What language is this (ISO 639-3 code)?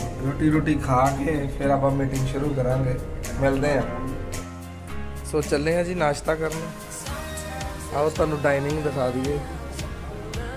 pan